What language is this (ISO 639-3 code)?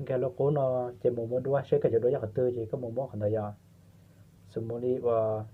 hmn